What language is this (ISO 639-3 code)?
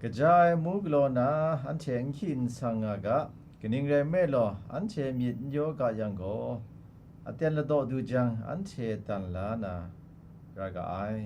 kac